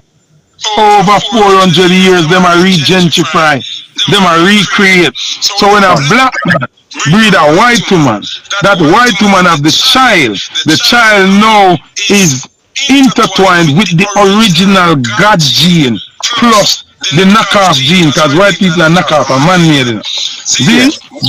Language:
Jamaican Creole English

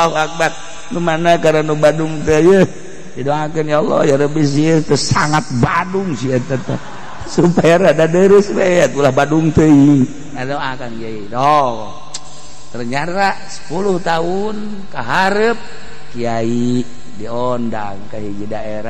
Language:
Sundanese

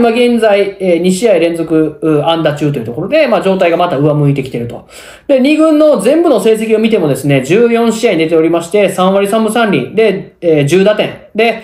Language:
Japanese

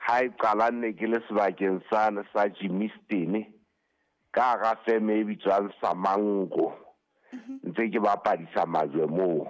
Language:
Southern Sotho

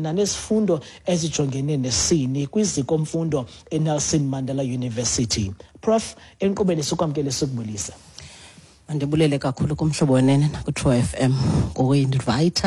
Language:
Xhosa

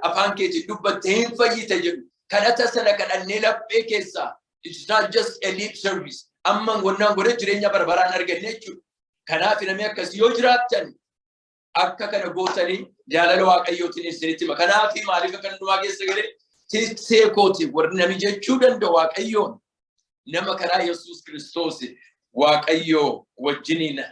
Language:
Oromo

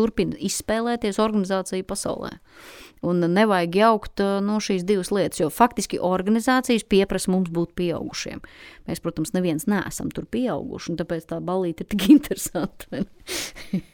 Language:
Latvian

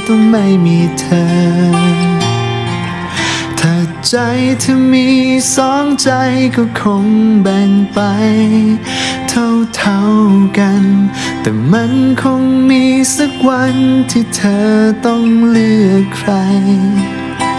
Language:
Thai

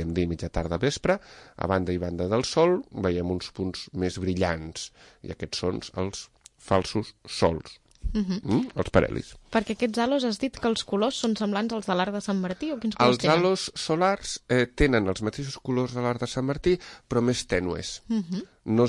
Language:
Catalan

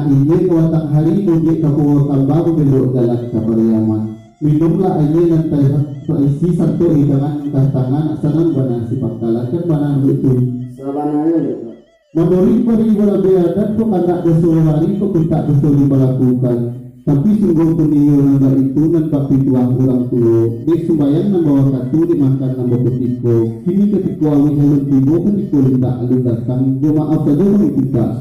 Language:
Minangkabau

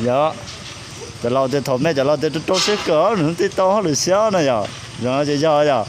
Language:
Hmong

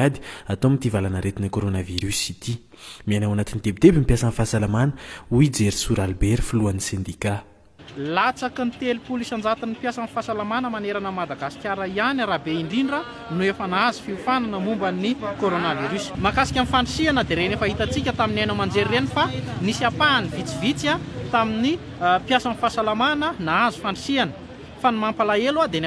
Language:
Malagasy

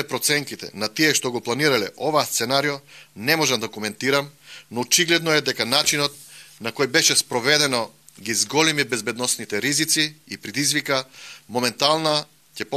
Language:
Macedonian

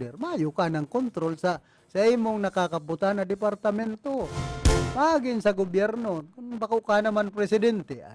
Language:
Bikol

